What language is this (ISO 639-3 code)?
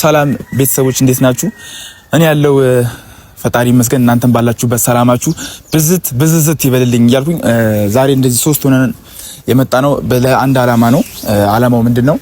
amh